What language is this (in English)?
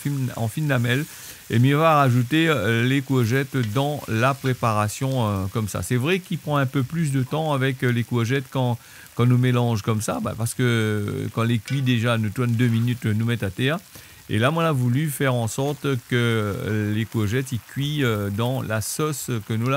Réunion Creole French